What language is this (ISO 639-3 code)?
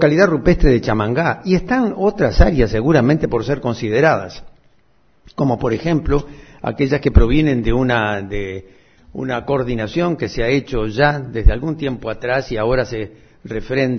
spa